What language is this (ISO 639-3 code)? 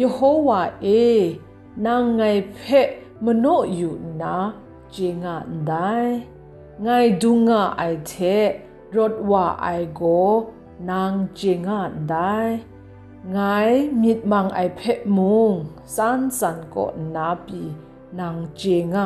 kac